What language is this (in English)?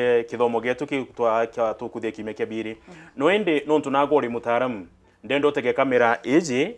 Meru